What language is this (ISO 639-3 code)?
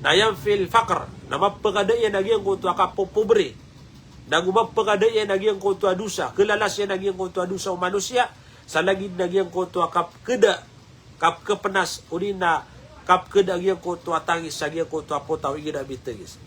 mrw